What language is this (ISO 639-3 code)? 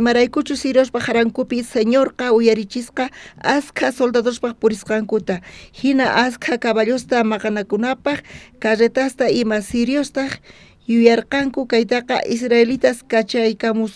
quh